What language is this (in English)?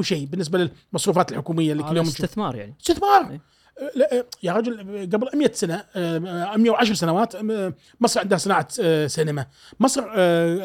Gulf Arabic